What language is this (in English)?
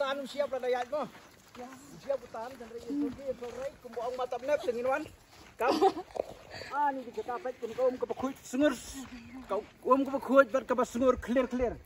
Khasi